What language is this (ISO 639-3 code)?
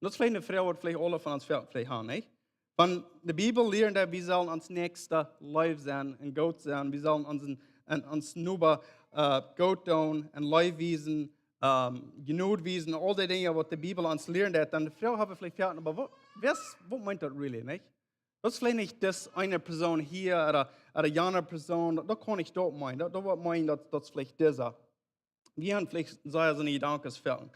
pdt